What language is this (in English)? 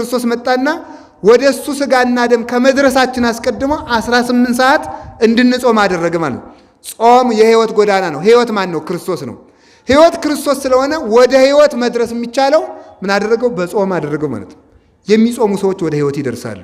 Amharic